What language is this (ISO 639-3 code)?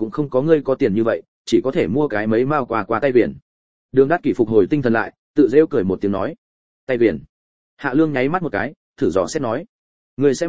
vie